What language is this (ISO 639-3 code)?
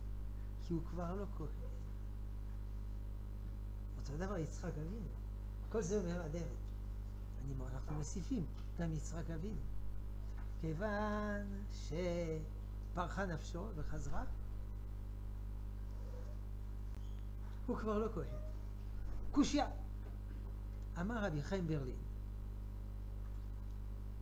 heb